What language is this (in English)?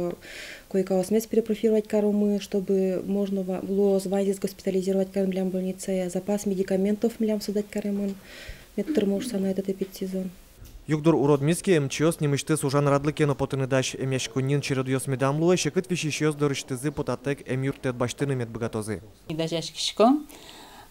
Udmurt